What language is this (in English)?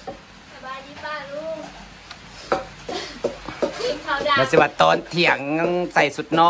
Thai